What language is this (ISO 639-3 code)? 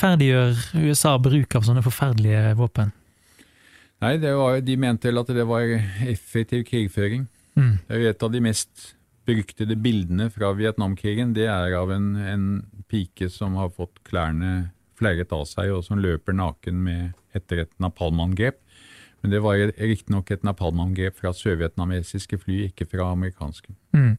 nor